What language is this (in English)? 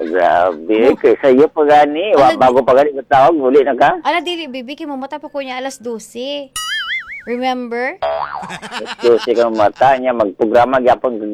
Cebuano